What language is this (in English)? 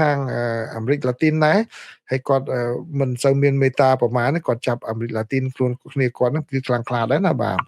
Khmer